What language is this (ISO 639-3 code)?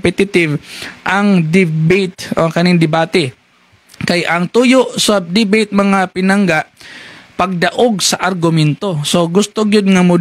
ceb